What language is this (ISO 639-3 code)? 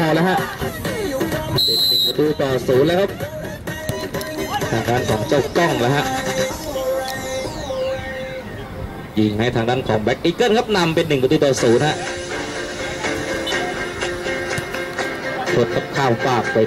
tha